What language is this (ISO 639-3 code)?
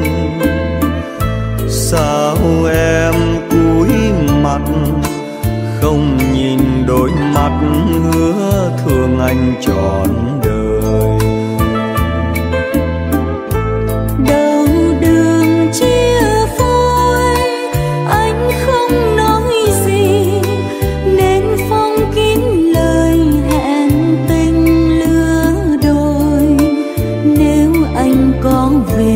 vie